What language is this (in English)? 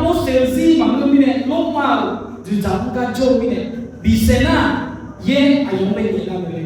Akha